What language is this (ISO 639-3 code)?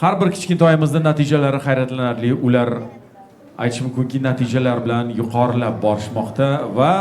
uzb